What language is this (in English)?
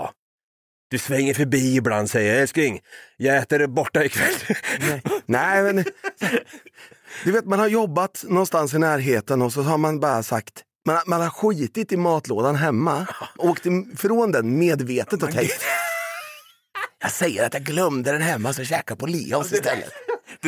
Swedish